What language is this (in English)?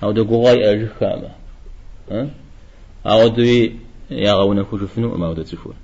Kabardian